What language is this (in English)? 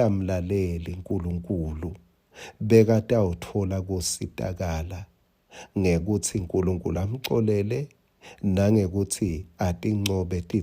Swati